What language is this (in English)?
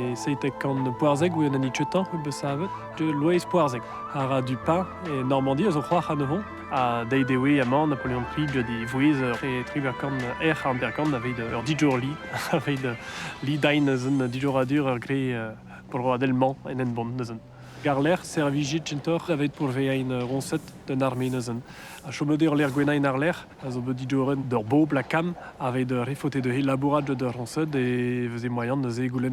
Breton